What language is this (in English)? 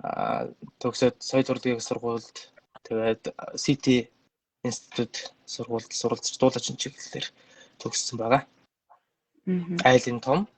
Mongolian